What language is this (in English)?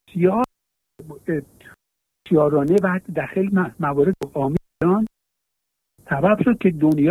Persian